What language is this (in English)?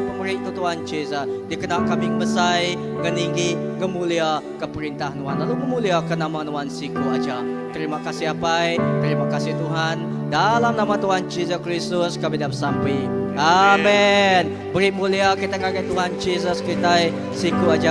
Iban